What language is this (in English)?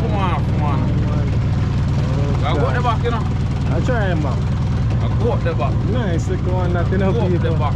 Jamaican Creole English